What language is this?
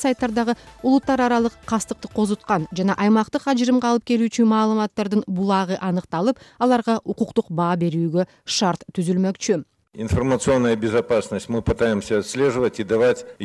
Kyrgyz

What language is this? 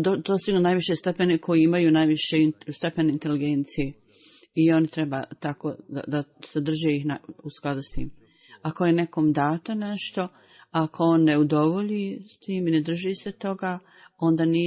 Bosnian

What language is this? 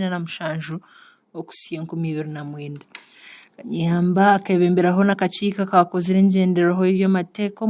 Nyankole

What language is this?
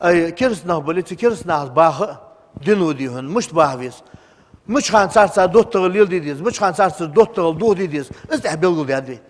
Ingush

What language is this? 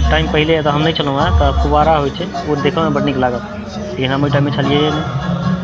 Maithili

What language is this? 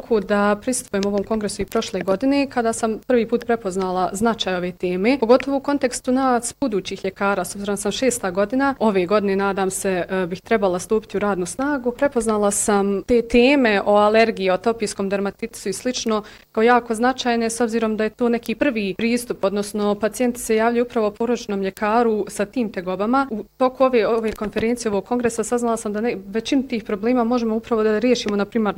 Bosnian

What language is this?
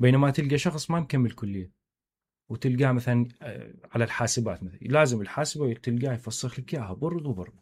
Mesopotamian Arabic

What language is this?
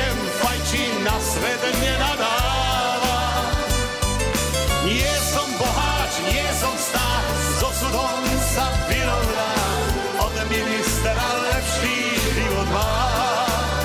Slovak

